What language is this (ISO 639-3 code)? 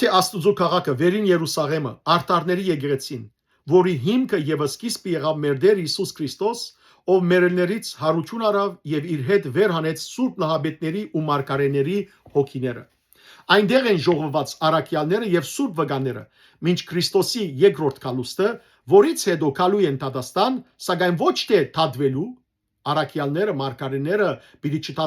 hyw